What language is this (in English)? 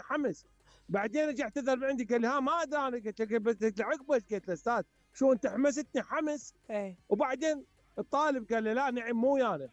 Mesopotamian Arabic